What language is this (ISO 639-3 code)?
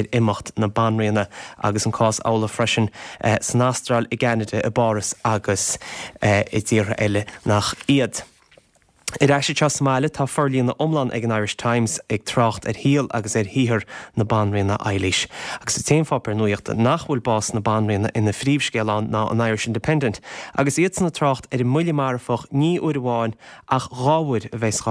gle